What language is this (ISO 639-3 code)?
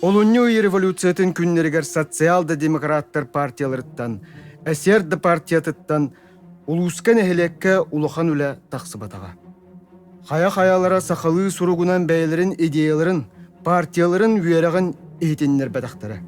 sah